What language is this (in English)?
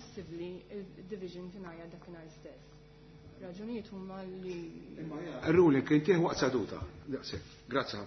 Maltese